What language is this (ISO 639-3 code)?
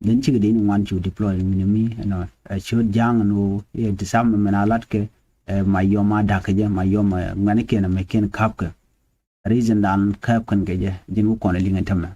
nus